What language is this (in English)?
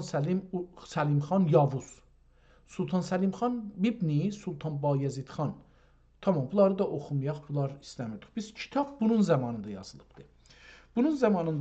South Azerbaijani